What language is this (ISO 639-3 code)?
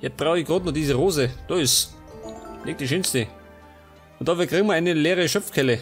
bar